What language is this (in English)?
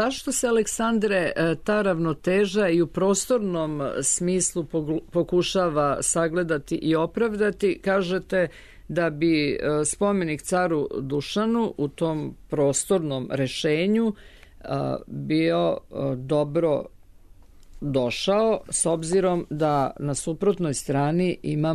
Serbian